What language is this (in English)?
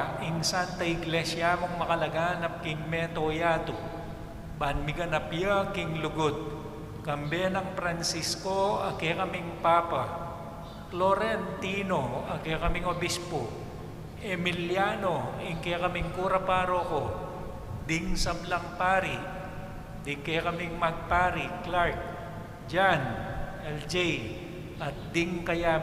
Pampanga